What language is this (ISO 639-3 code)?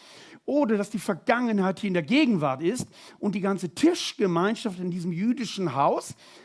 gsw